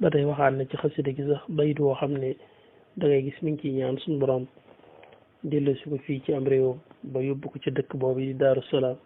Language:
Wolof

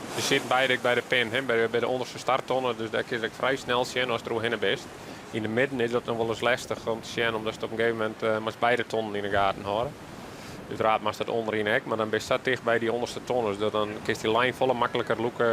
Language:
Western Frisian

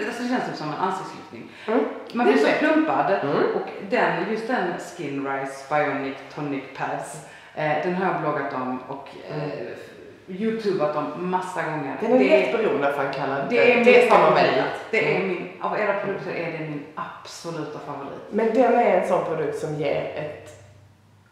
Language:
Swedish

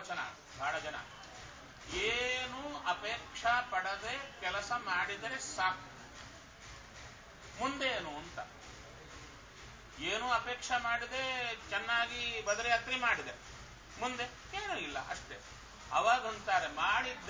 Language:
Kannada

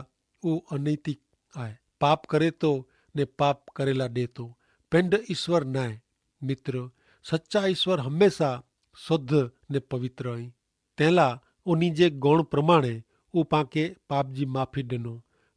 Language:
Kachhi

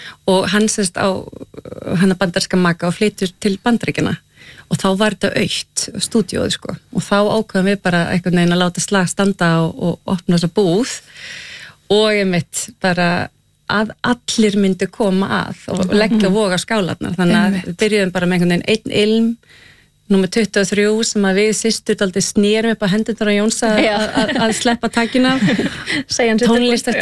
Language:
Icelandic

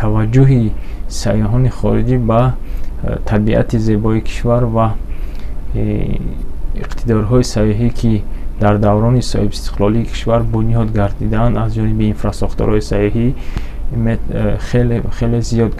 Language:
Tajik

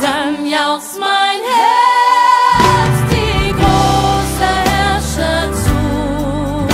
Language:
Plautdietsch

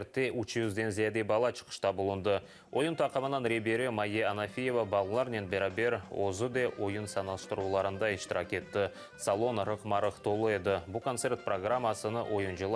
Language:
Crimean Tatar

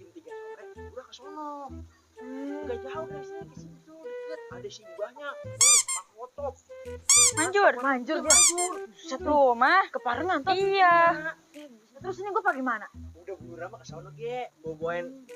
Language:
Betawi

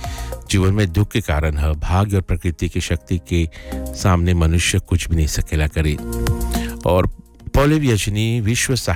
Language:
Bhojpuri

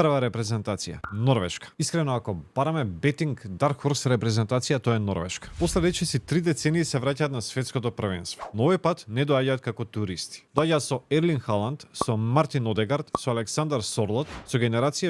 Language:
Macedonian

